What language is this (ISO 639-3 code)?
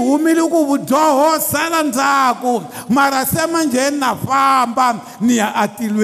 tso